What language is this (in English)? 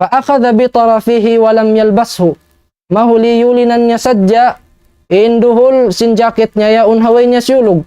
Tausug